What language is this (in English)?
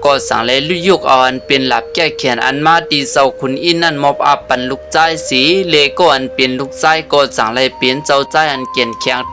Shan